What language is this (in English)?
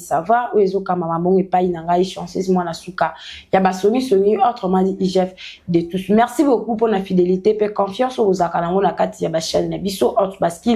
Lingala